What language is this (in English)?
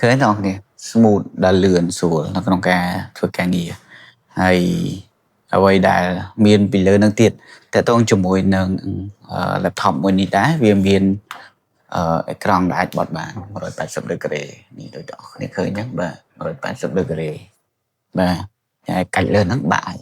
Khmer